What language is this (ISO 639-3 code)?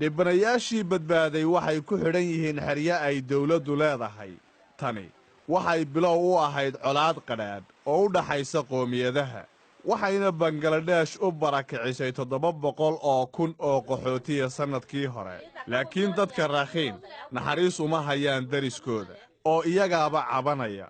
som